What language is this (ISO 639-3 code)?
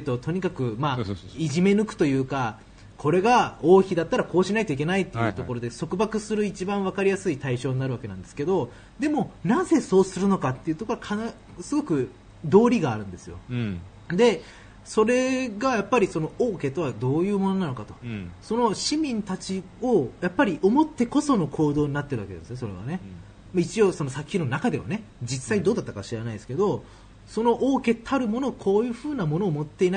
jpn